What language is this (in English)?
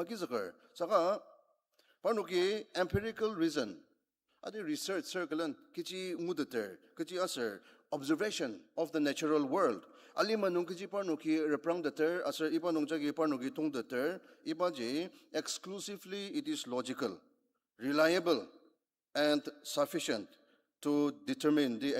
Ao Naga